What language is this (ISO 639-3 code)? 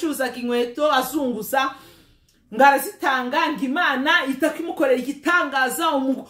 kin